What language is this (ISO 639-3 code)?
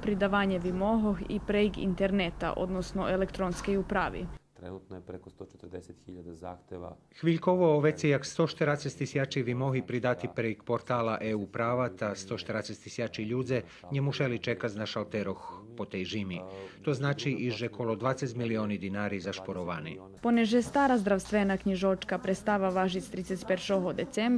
rue